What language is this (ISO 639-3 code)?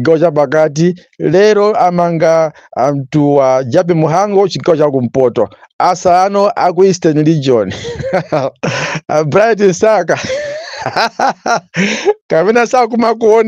nya